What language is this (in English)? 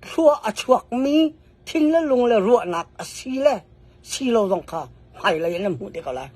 Hakha Chin